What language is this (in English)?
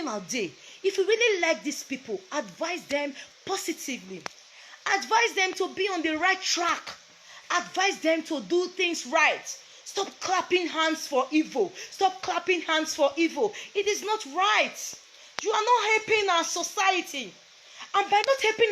Nigerian Pidgin